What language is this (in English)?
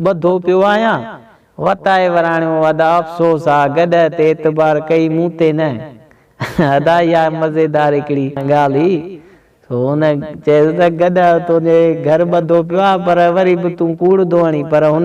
Sindhi